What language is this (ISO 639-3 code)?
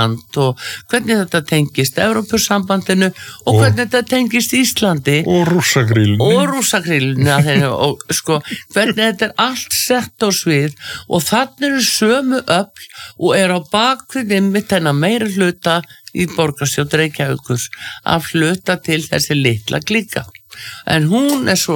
isl